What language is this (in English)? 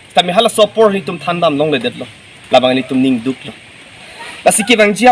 Karbi